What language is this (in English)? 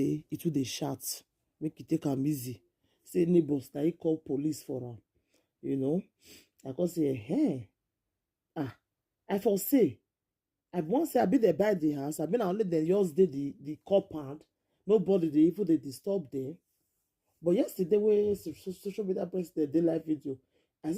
Nigerian Pidgin